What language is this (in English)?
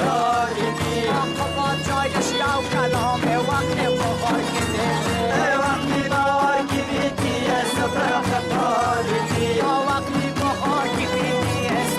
Persian